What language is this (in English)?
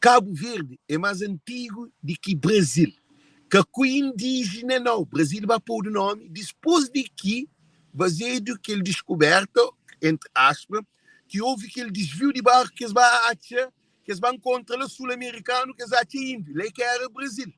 Kabuverdianu